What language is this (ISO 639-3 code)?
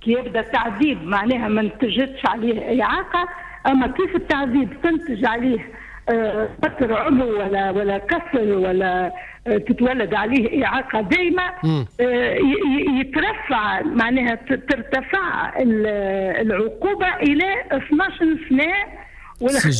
aeb